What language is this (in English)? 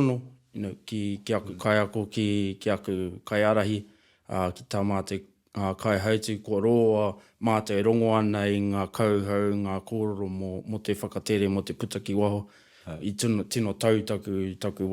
Māori